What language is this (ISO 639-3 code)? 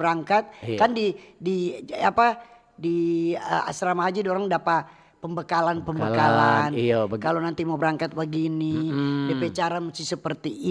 xmm